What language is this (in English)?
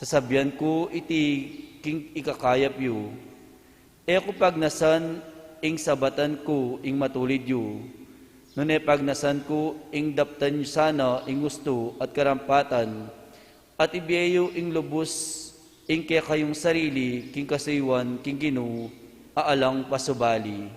Pampanga